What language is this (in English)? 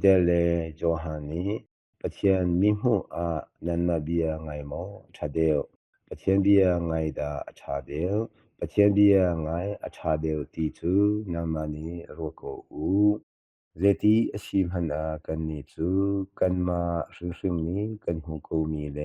Hakha Chin